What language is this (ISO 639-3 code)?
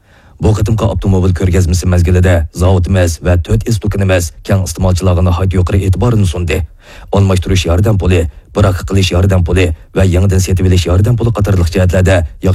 uig